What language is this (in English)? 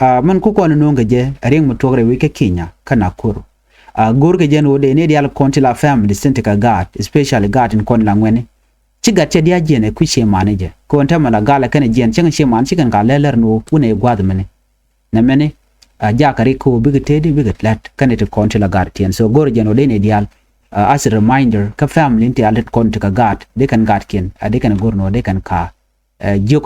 Nuer